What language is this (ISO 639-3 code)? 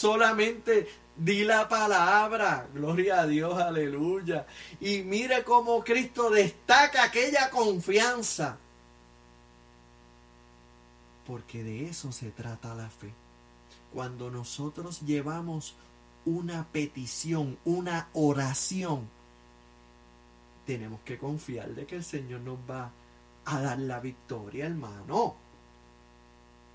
spa